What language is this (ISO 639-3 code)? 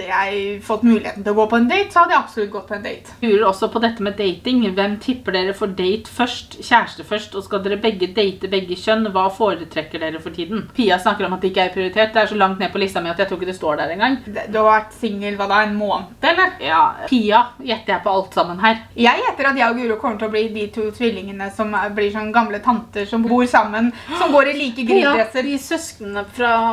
nor